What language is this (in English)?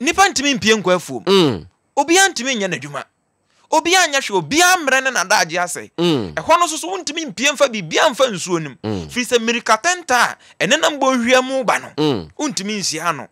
Akan